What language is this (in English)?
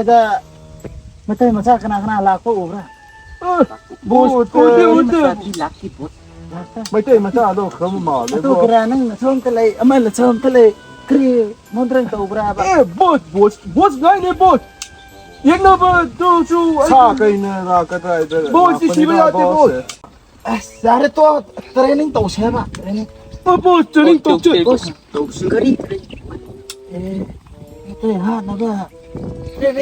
Manipuri